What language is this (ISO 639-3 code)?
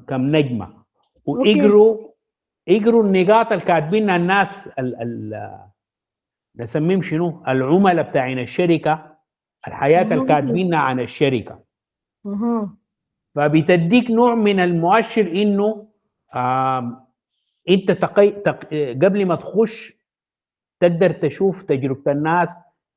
apd